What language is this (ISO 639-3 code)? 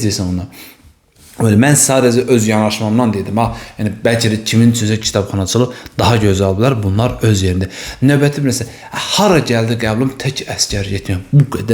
aze